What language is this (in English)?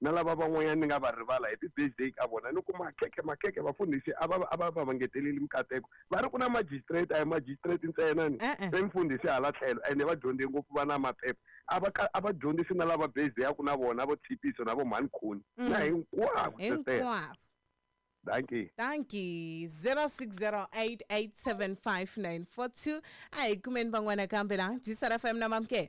Tsonga